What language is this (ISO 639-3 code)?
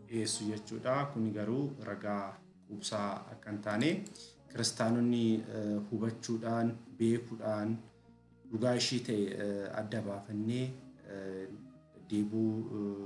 orm